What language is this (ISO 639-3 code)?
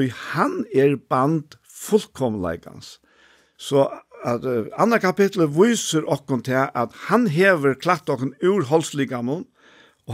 fao